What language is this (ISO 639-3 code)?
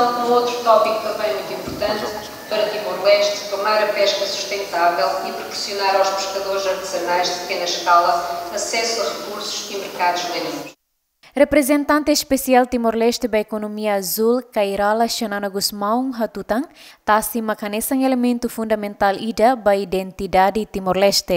tet